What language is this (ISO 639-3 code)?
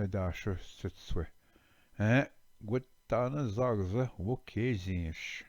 oji